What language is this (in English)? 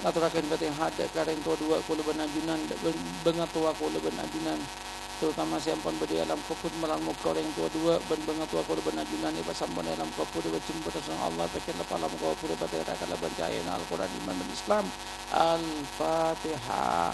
Madurese